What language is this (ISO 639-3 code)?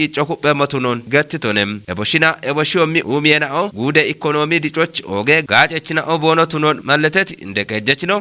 kbr